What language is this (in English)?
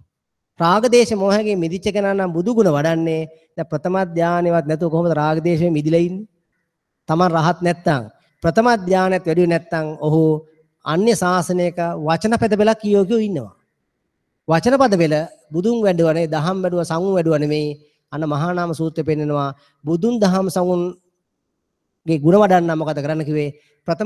Sinhala